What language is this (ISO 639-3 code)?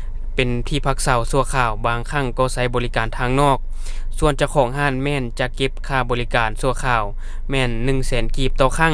lao